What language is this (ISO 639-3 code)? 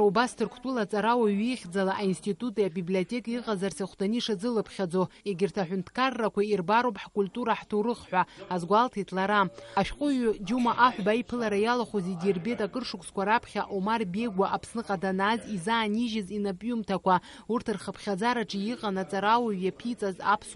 abk